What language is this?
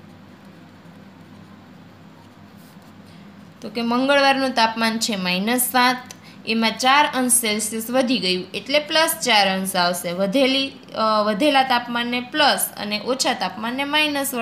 Gujarati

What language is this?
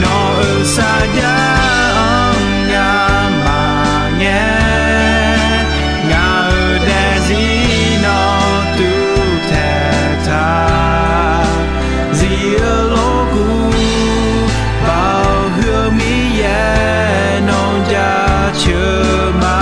Akha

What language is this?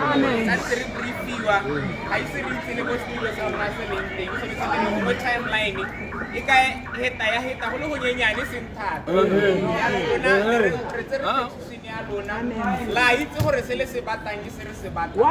Tswana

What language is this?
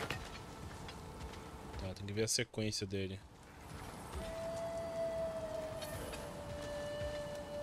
Portuguese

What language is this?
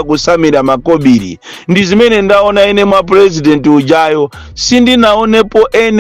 Nyanja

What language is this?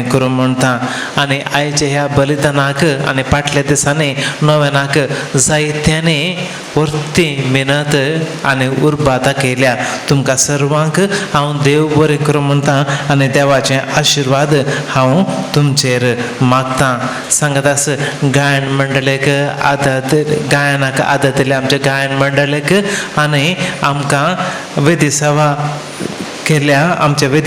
Konkani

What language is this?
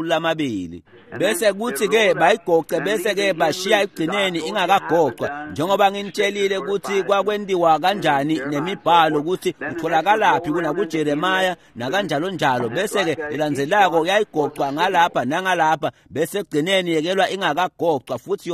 Swati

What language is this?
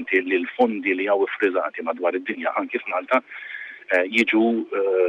Maltese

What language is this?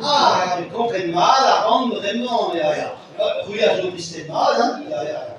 Breton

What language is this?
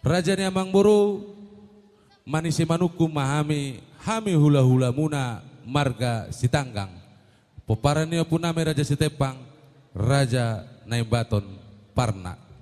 Batak Toba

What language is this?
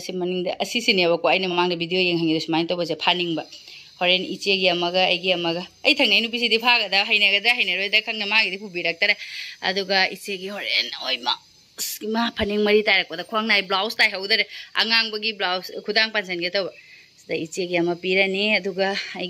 Manipuri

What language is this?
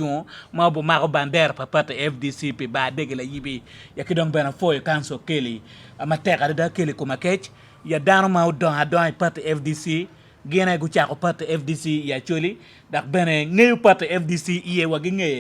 Acoli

